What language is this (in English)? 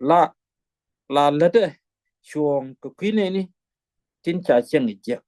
Nuer